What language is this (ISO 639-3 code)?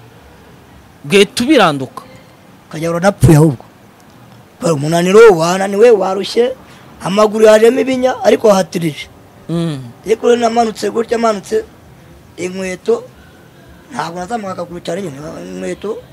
kin